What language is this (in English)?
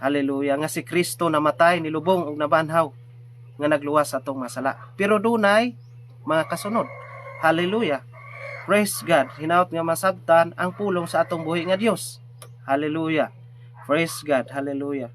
Cebuano